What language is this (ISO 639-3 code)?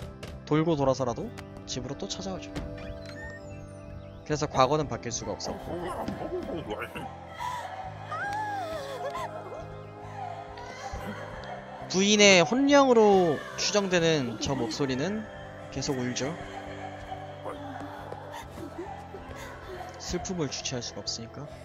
kor